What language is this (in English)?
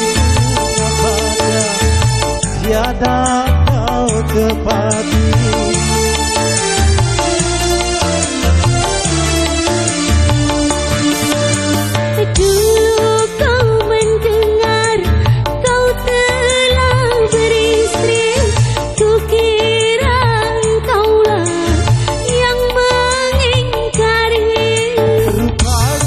Indonesian